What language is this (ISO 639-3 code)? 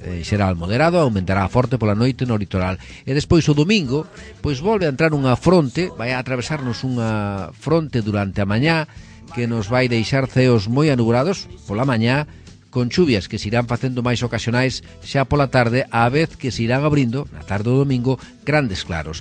glg